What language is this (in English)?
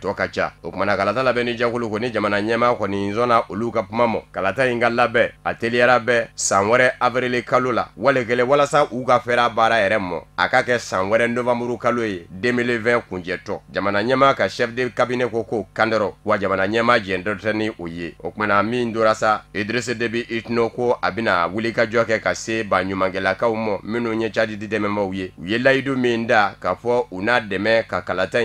Bambara